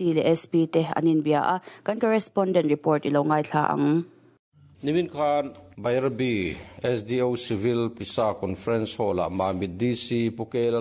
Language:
Mizo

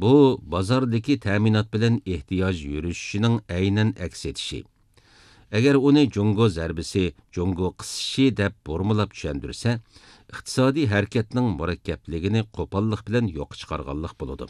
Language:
Uyghur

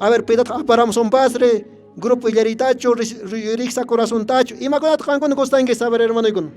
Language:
Quechua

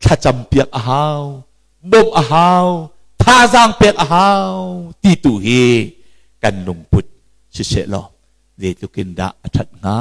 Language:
Hakha Chin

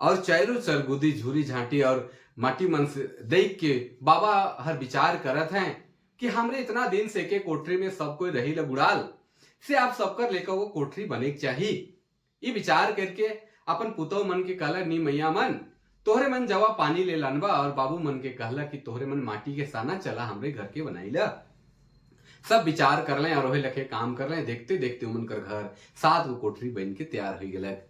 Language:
Sadri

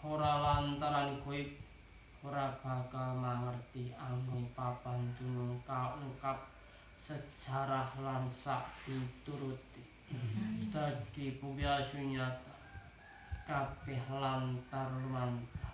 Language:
Javanese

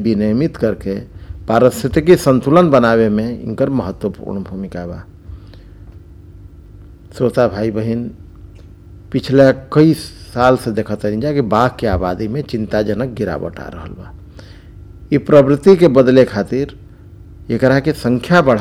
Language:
Bhojpuri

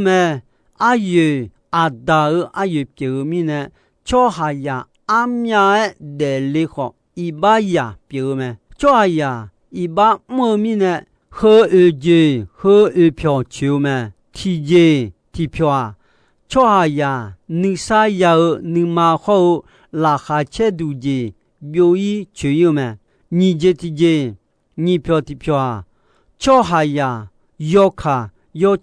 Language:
Akha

